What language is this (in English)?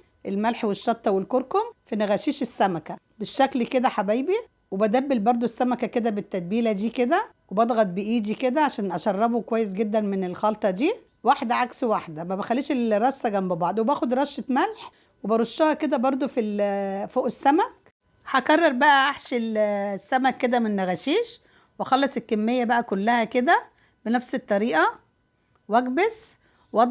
Egyptian Arabic